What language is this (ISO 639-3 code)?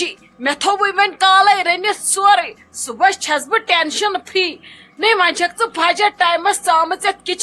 kas